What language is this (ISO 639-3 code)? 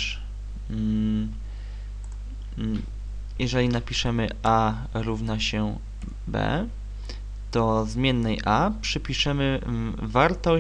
pol